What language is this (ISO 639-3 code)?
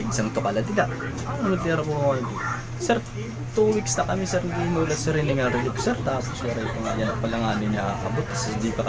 war